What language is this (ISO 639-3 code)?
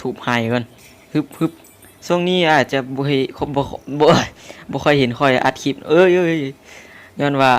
lao